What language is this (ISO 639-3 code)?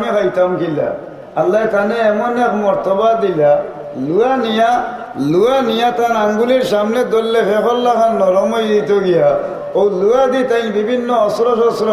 syl